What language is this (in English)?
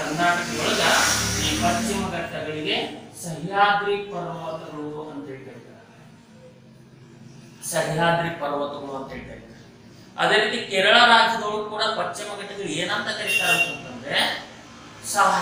Kannada